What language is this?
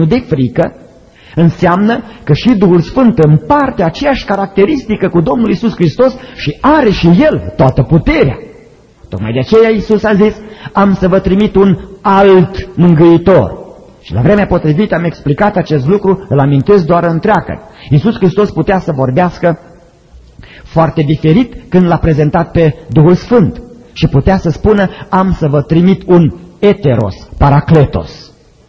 Romanian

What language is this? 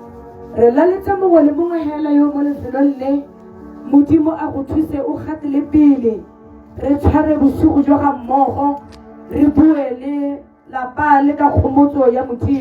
Tswana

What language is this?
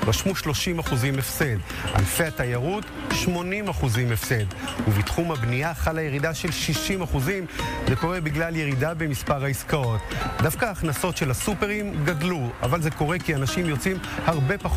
Hebrew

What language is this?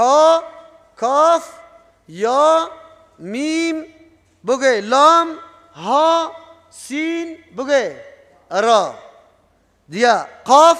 Persian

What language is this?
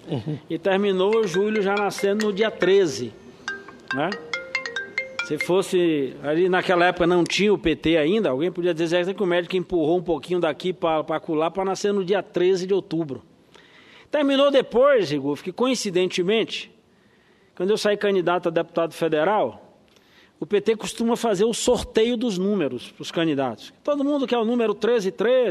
Portuguese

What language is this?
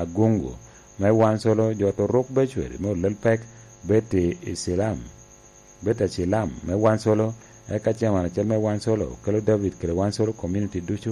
Lango (Uganda)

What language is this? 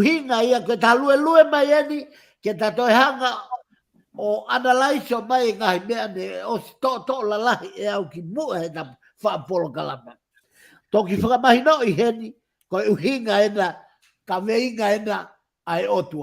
Tongan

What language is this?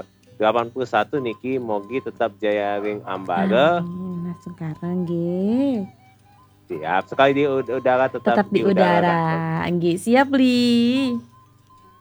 Balinese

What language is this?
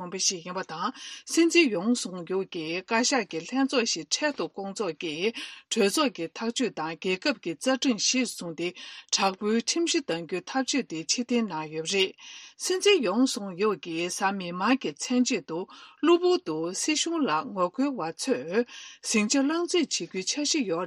Tibetan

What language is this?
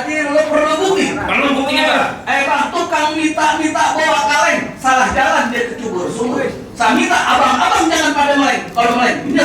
Betawi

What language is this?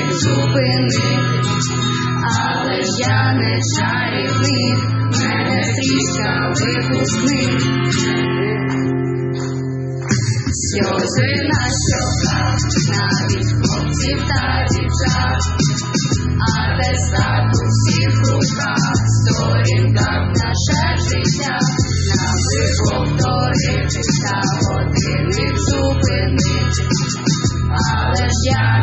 Ukrainian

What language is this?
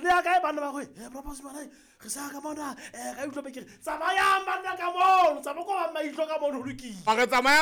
Southern Sotho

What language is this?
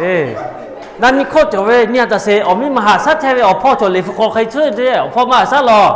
Lahu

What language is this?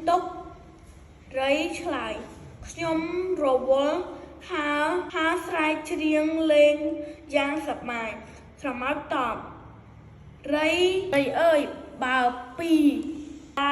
Khmer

